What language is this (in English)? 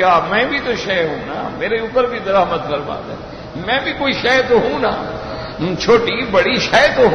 Urdu